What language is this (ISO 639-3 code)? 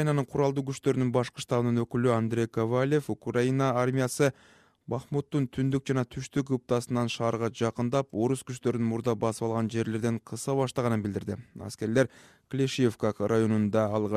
kir